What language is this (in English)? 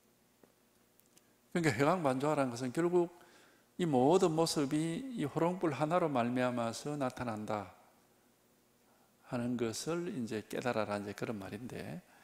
Korean